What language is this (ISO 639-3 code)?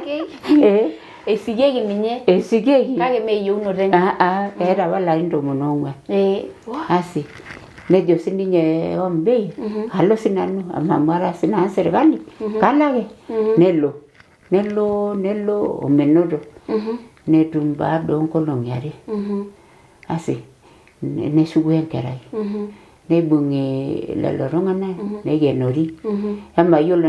mas